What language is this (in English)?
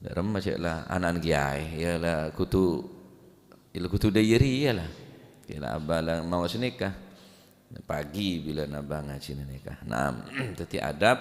Madurese